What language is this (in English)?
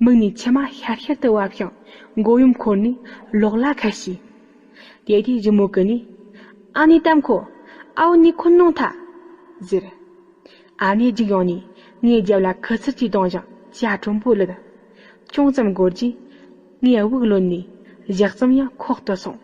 Tibetan